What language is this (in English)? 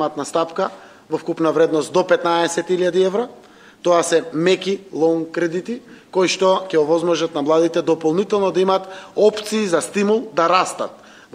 Macedonian